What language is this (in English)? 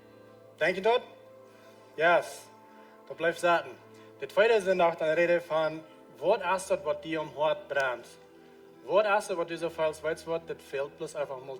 Plautdietsch